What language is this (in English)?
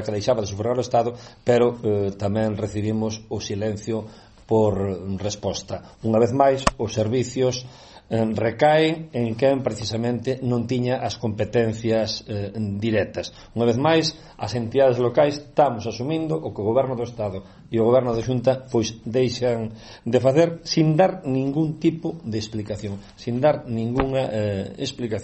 Galician